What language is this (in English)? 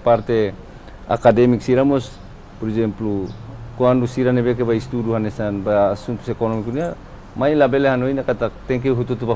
Tetum